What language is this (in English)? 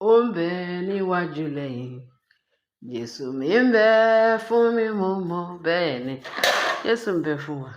Yoruba